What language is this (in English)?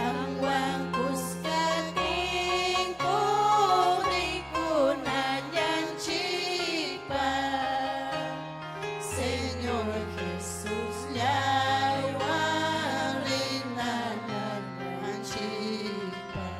Ayacucho Quechua